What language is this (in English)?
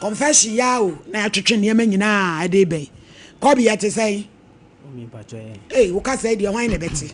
Akan